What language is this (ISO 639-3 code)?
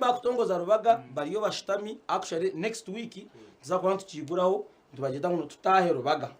nyn